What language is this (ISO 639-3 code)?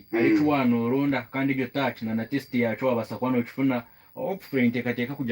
nyn